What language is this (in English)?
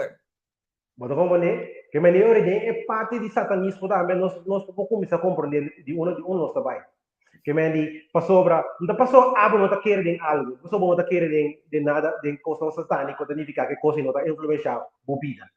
Papiamento